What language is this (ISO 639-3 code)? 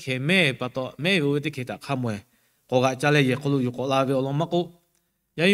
lhu